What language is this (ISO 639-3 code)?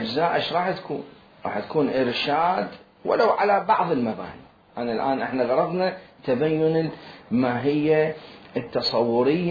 acm